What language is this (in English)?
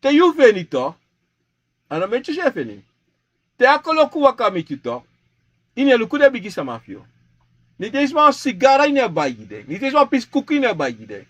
Sranan Tongo